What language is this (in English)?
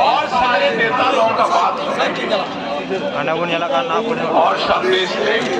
Santali